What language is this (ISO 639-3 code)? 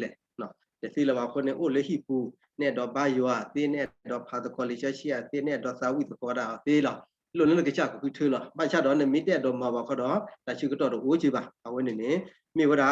ksw